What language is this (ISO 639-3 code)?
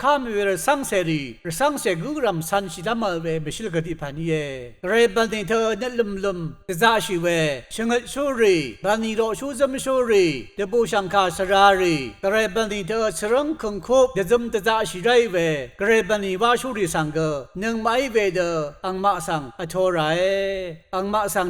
raw